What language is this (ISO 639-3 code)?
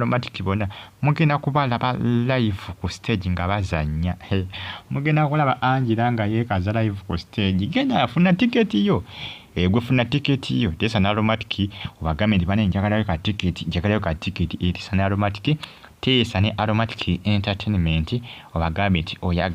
lug